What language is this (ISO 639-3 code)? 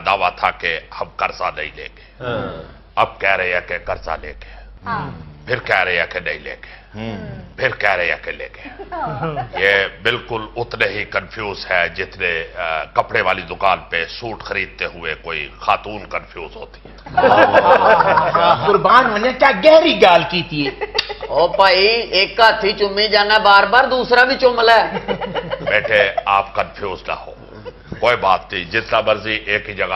urd